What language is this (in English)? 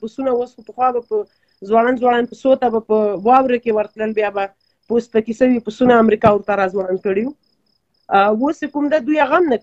Pashto